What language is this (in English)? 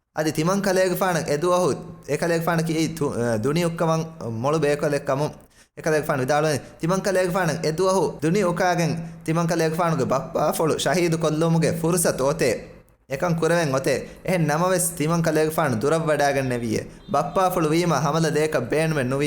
Divehi